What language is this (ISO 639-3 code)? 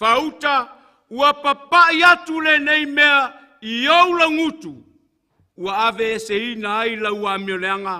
smo